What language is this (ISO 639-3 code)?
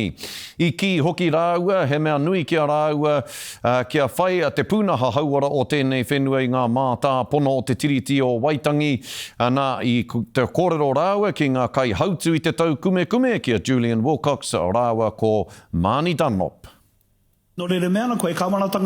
mri